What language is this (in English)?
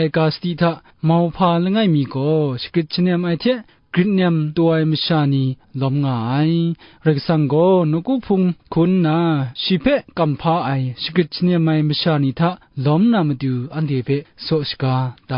Kachin